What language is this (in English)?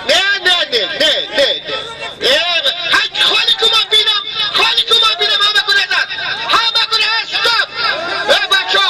Tajik